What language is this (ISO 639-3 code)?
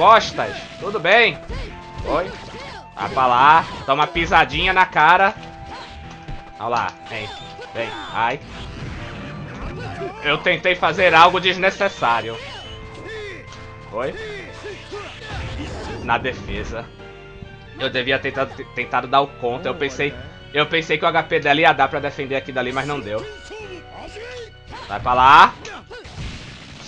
por